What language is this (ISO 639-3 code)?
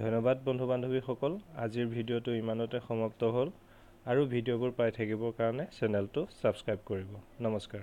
asm